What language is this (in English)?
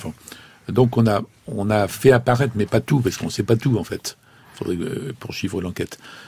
French